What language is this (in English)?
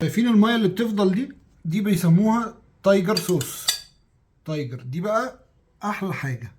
Egyptian Arabic